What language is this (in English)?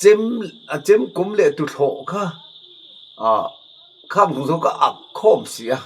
Mizo